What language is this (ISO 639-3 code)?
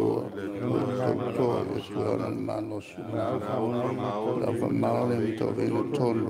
smo